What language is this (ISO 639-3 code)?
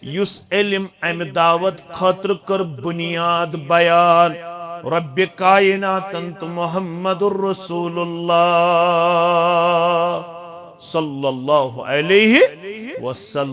kas